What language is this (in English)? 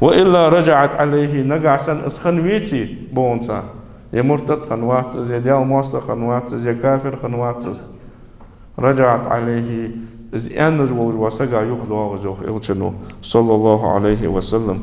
Ingush